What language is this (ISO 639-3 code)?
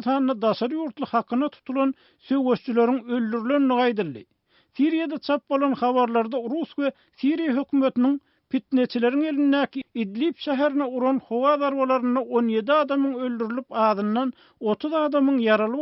tuk